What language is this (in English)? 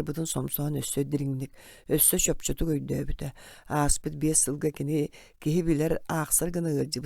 Yakut